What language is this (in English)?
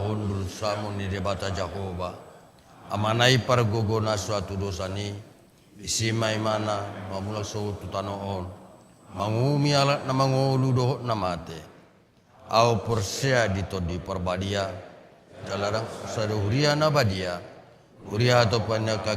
Batak Toba